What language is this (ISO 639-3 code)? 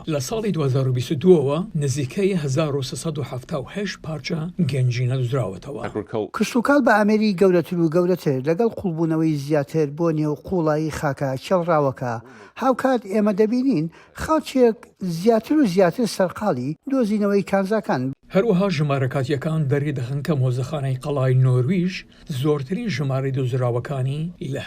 ckb